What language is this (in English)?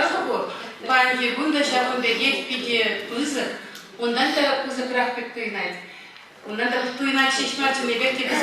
Chuvash